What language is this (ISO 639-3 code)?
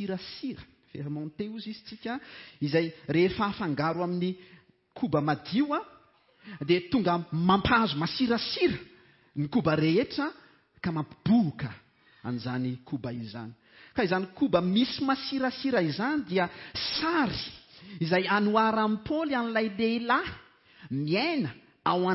mlg